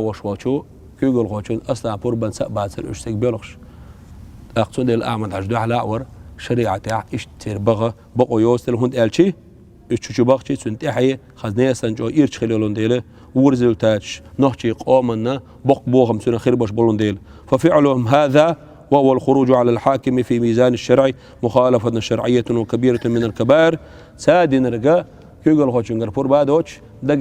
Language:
Chechen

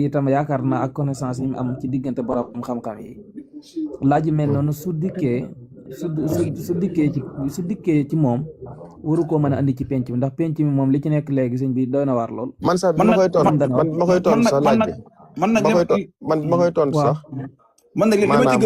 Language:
Wolof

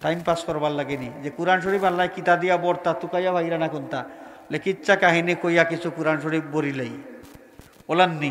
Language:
Sylheti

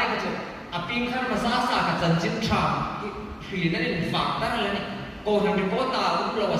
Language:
Hmar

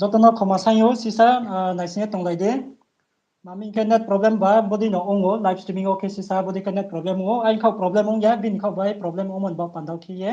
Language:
Riang (India)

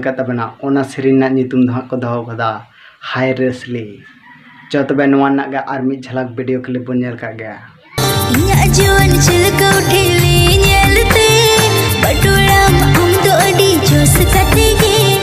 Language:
Santali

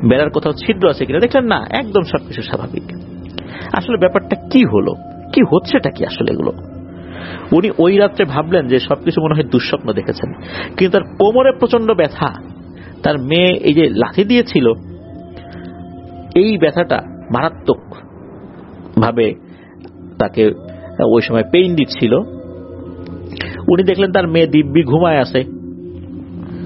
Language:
Bangla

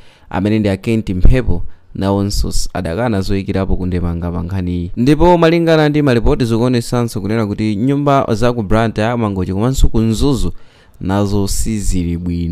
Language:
Nyanja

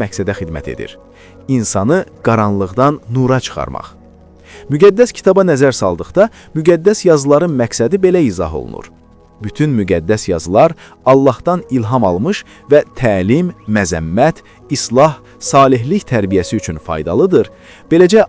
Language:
Azerbaijani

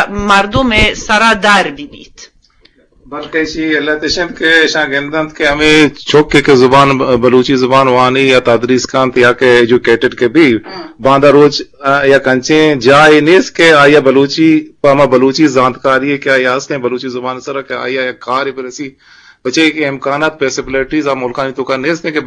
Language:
Eastern Balochi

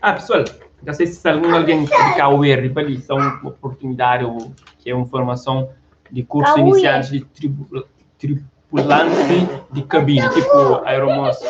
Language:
Kabuverdianu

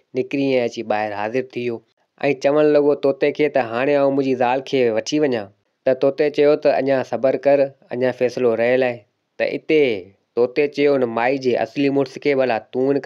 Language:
Sindhi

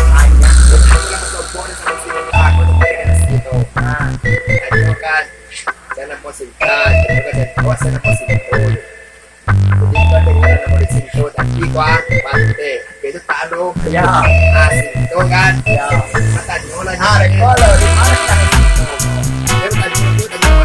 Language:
Minangkabau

